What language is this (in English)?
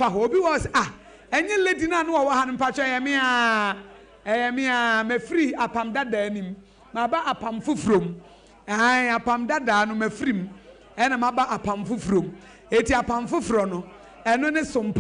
Akan